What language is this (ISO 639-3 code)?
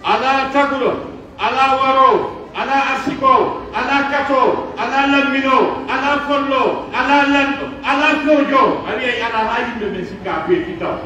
fuf